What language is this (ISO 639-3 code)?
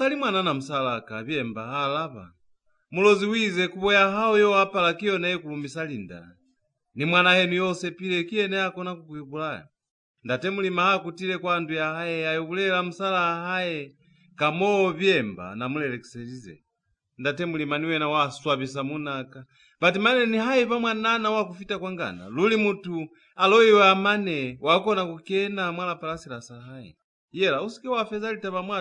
loz